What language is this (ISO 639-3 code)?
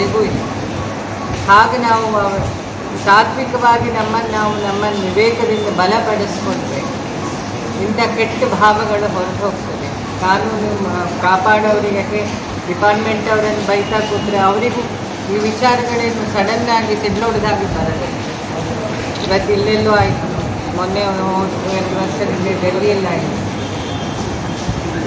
kan